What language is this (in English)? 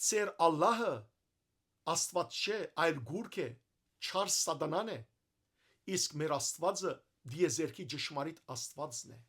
Western Armenian